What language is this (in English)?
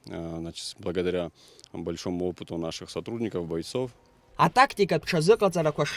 Abkhazian